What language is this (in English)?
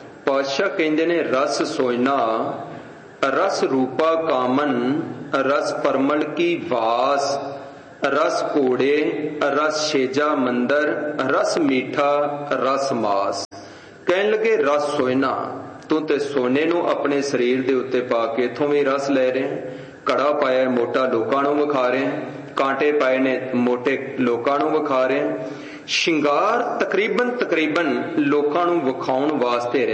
Punjabi